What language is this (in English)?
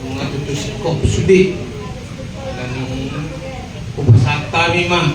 Batak Toba